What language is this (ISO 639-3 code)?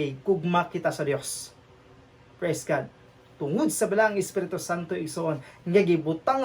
ceb